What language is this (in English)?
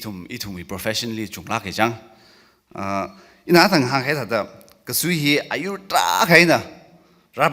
Tangkhul Naga (India)